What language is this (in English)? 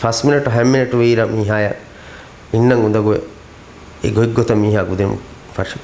Divehi